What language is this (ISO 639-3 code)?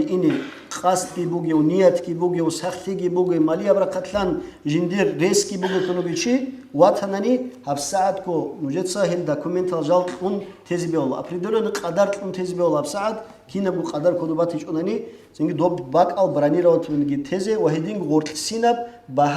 ava